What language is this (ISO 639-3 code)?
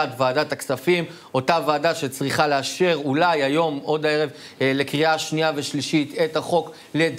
heb